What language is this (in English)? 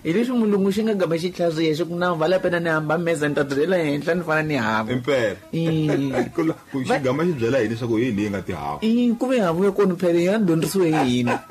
Tsonga